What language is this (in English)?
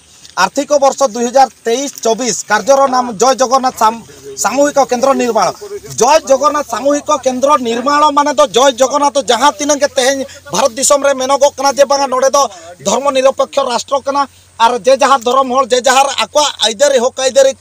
Santali